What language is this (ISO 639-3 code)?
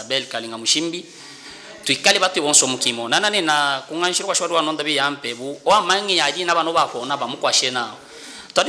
lub